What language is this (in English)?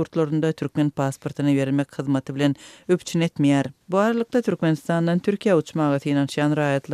Turkmen